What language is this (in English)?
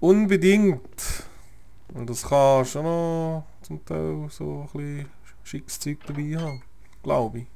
Swiss German